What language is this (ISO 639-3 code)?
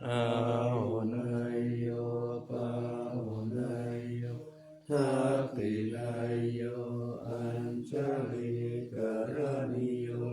pli